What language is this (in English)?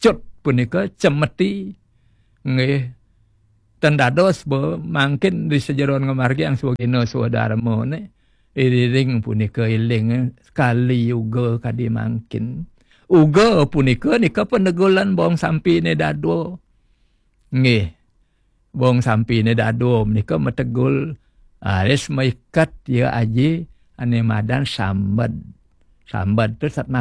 Balinese